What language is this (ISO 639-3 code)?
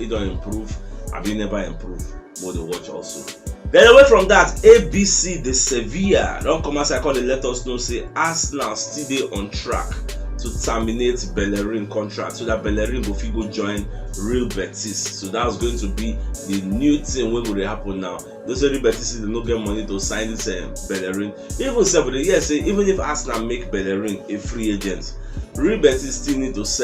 pcm